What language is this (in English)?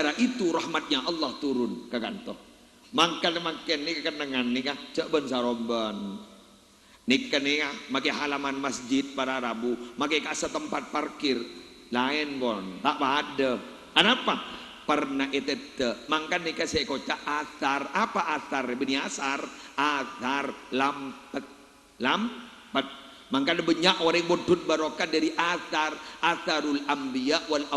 Madurese